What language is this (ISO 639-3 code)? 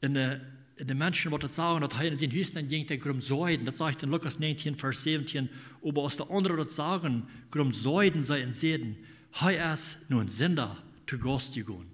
pdt